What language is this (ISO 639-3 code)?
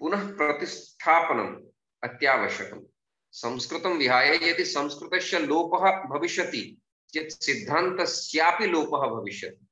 san